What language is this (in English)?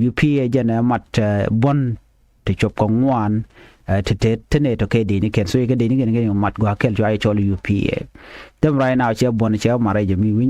Nuer